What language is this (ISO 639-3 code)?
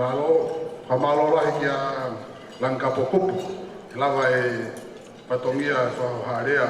ton